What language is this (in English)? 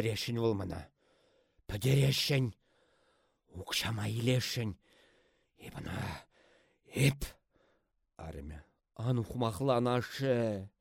Chuvash